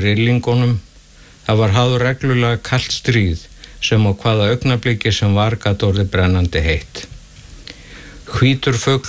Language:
Icelandic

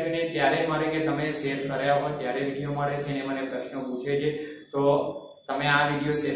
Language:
Gujarati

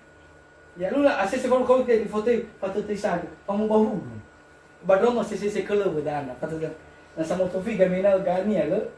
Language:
Nias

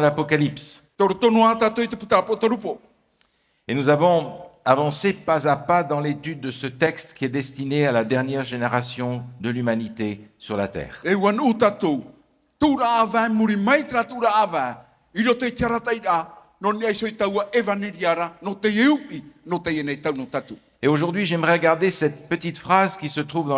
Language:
Tahitian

